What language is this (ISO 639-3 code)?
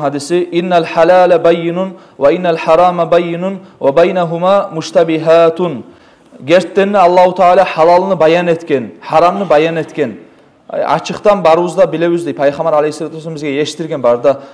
kum